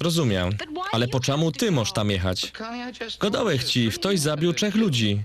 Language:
Silesian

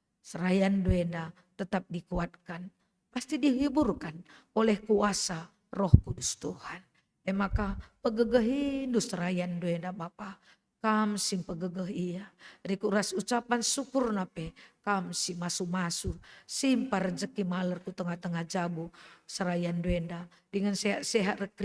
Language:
Batak Karo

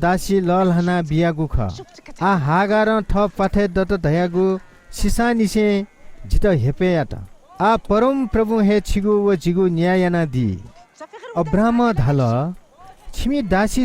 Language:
Newari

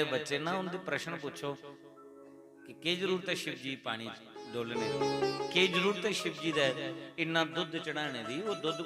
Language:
Dogri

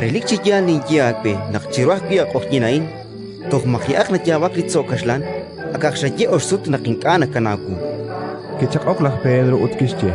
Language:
Kekchí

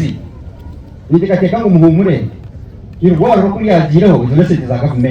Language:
Nyankole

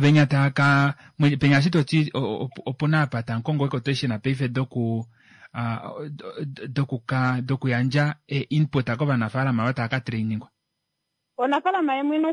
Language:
Kuanyama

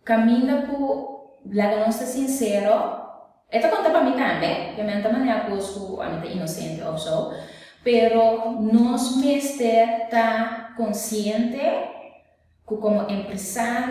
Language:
Papiamento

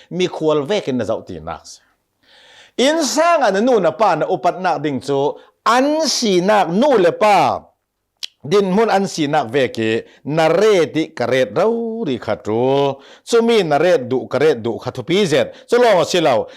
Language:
Hakha Chin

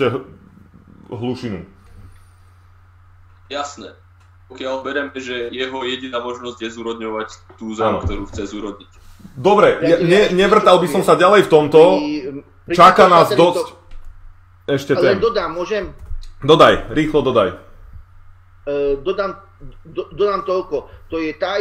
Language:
Slovak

